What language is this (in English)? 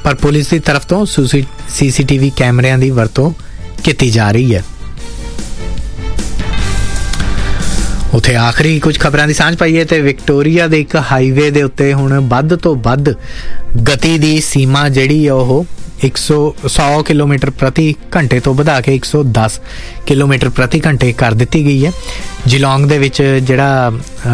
Punjabi